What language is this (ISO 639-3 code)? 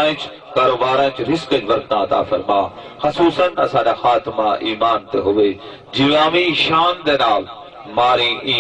skr